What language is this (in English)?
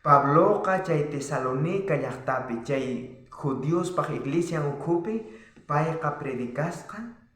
South Bolivian Quechua